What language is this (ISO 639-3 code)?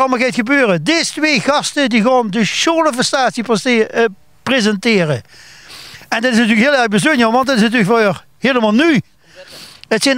lim